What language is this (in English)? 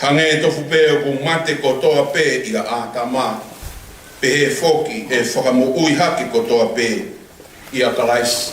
Tongan